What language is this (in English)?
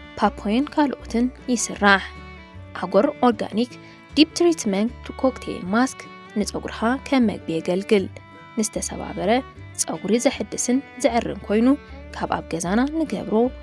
Tigrinya